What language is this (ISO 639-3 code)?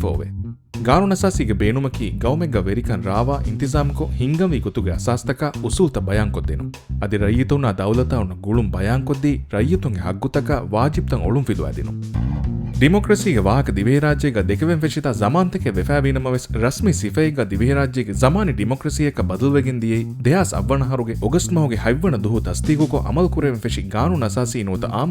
div